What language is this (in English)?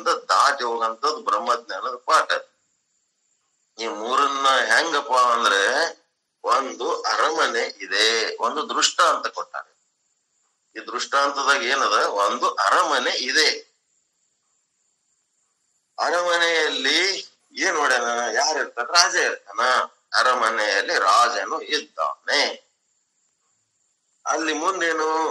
Kannada